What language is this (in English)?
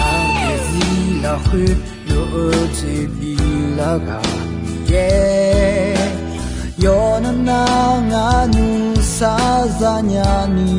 Akha